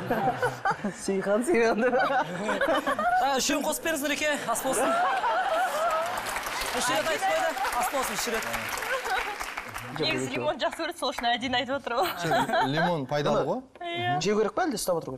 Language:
Kazakh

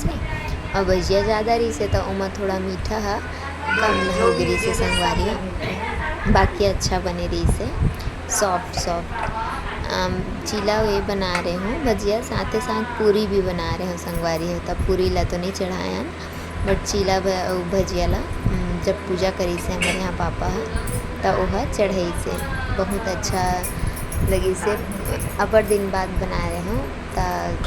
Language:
Chhattisgarhi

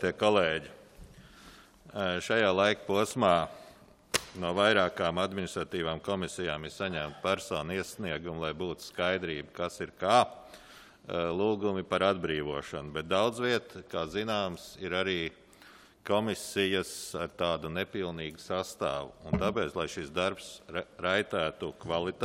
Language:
Latvian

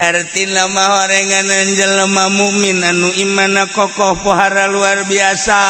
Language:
Sundanese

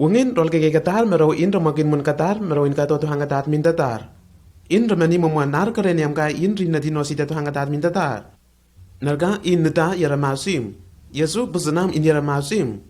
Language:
Lenakel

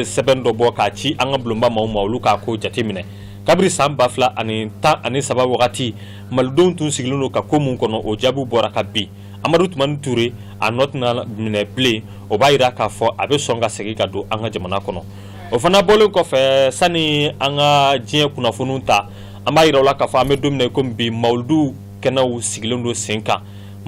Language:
Bambara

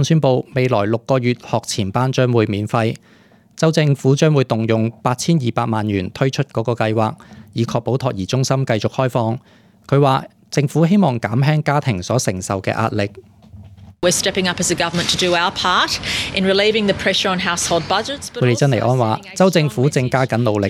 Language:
Cantonese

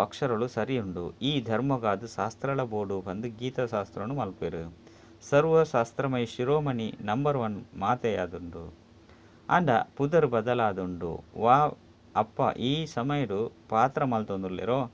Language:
Tulu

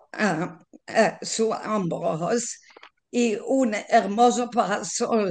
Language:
Ladino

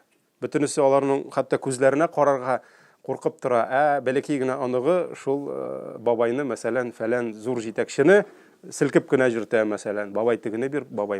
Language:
Tatar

